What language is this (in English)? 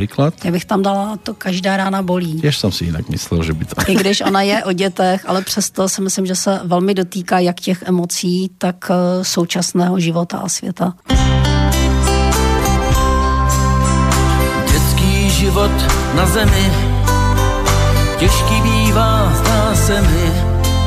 Slovak